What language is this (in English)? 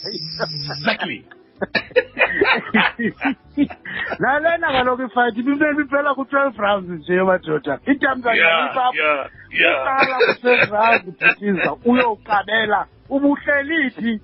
Xhosa